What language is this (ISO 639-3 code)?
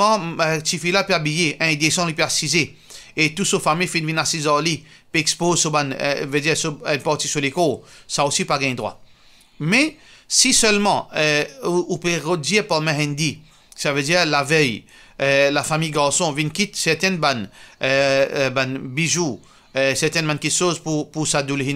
mfe